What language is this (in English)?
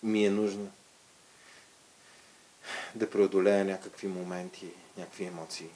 Bulgarian